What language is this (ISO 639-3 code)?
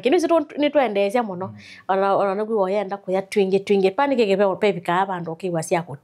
kam